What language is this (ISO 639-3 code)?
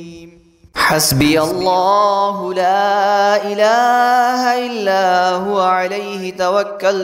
ara